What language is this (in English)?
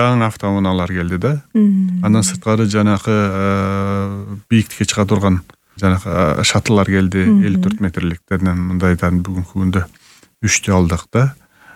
Kyrgyz